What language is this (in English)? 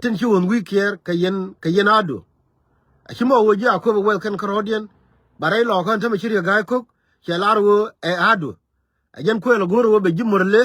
Nuer